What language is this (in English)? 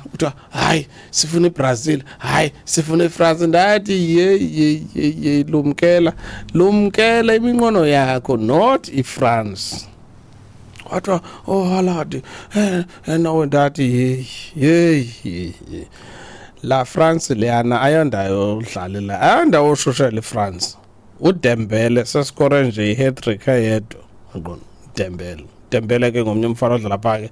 Xhosa